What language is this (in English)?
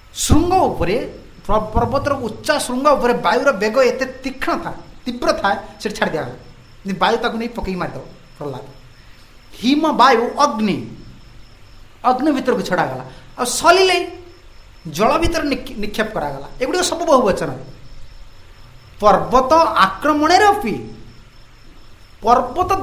Odia